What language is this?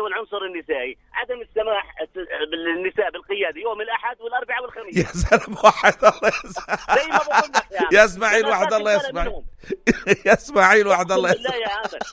North Levantine Arabic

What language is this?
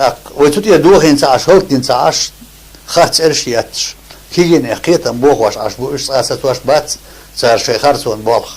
Chechen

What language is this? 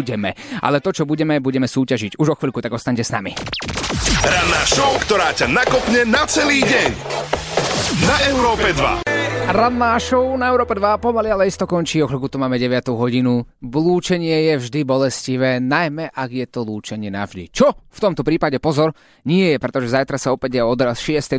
Slovak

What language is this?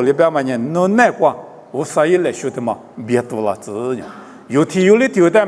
Lisu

